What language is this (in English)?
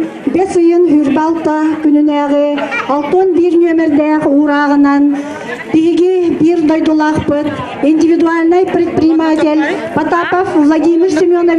Yakut